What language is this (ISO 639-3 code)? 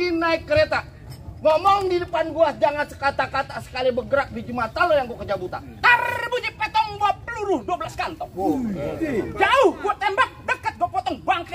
bew